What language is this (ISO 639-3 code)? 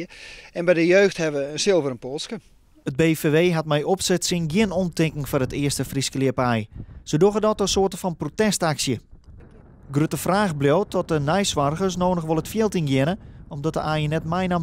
fry